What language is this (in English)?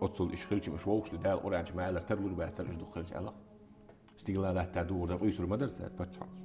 Chechen